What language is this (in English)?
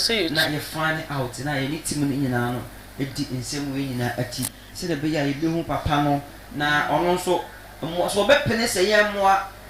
Akan